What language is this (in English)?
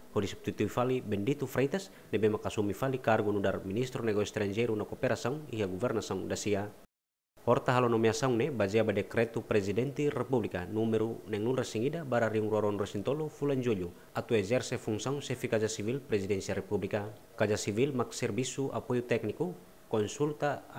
Tetum